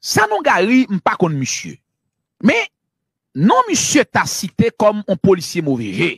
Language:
Haitian Creole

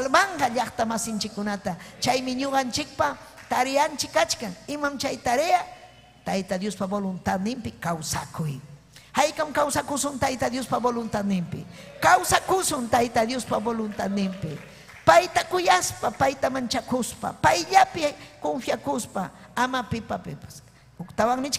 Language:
Ayacucho Quechua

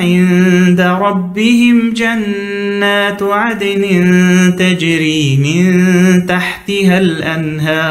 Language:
Arabic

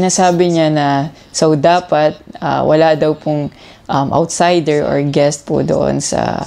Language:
Filipino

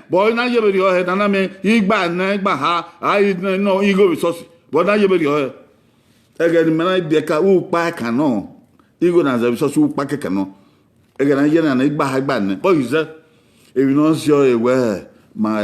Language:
Bini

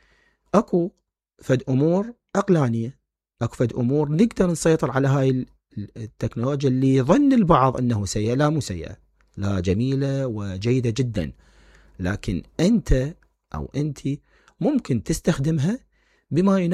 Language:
Mesopotamian Arabic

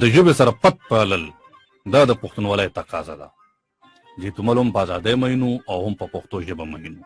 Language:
Pashto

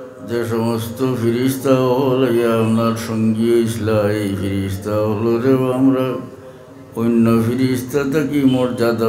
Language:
Sylheti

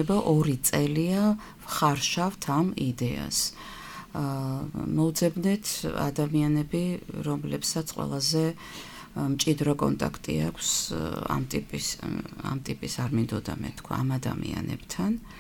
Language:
Georgian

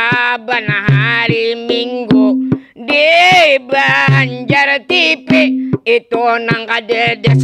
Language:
Banjar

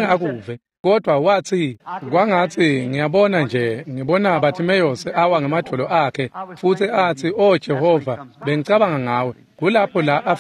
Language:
Swati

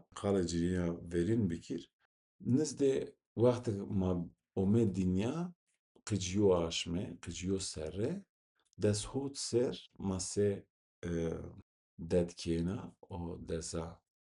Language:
Zaza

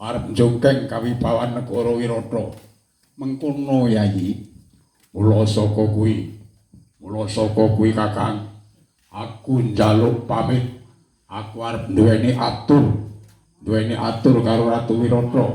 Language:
Javanese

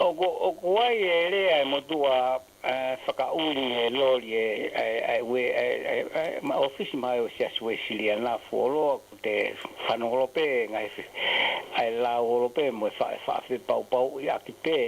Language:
Tongan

